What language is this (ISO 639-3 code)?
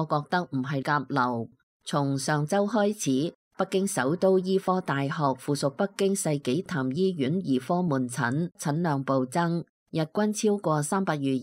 yue